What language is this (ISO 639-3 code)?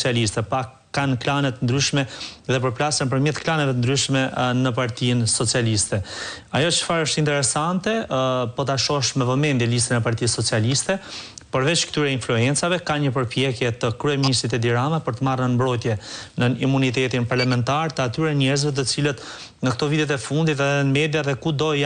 sqi